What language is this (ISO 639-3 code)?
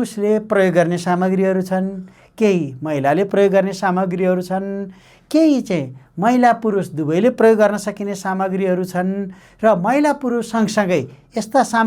nep